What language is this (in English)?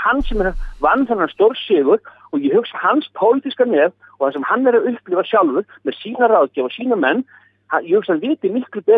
Icelandic